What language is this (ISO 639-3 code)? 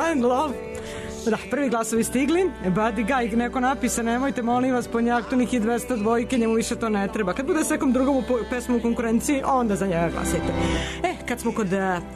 srp